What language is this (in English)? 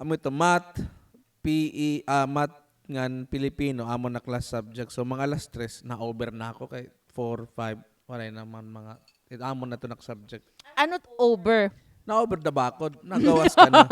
Waray